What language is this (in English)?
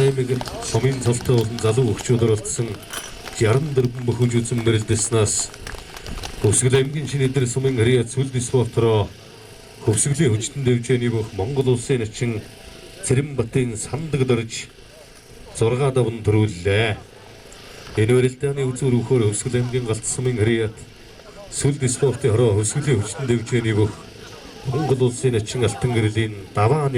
Mongolian